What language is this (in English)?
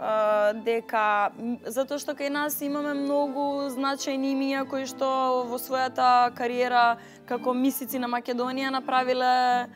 Macedonian